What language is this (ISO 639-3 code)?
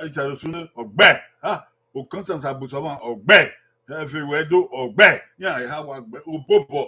bin